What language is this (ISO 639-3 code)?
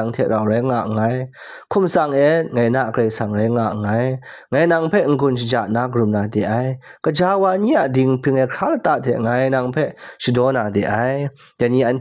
kac